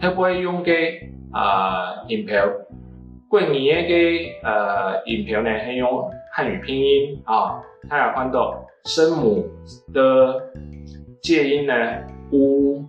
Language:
Hakka Chinese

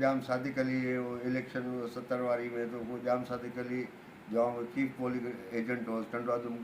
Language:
Sindhi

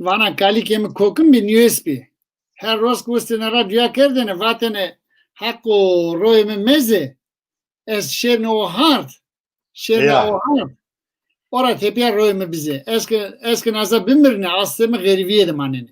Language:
Zaza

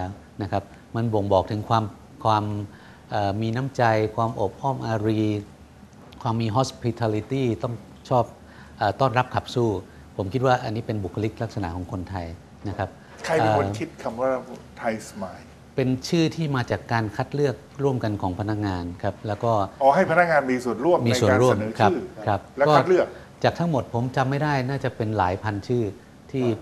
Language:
Thai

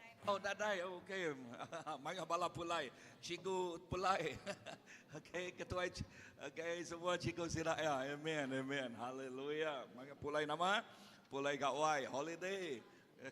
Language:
Iban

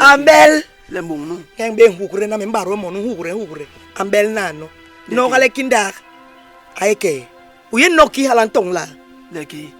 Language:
Basaa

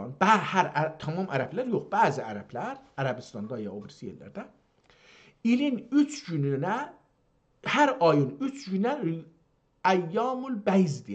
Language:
South Azerbaijani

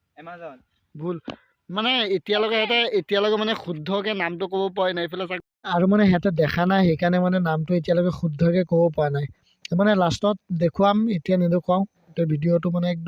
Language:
Assamese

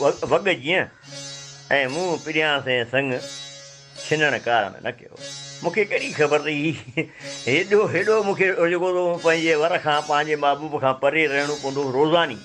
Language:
Sindhi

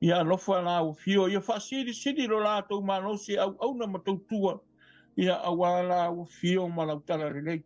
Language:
Samoan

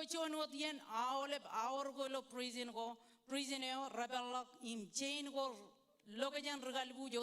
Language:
Marshallese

